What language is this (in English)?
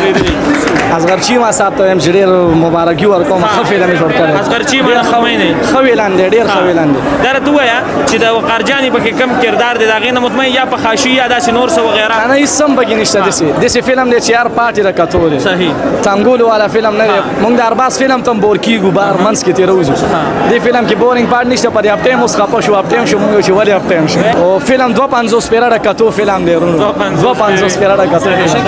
Pashto